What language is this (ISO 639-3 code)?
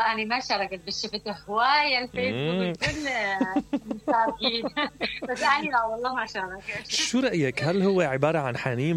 acm